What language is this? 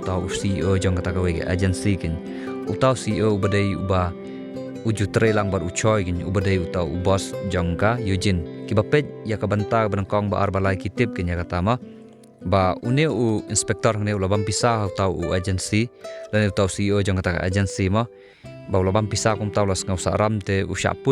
Khasi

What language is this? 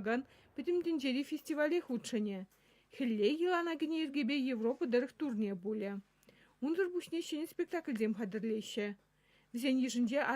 Chuvash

